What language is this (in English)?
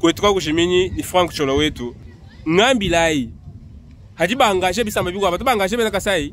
Luba-Lulua